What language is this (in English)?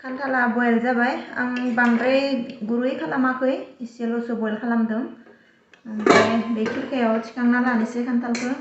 Bodo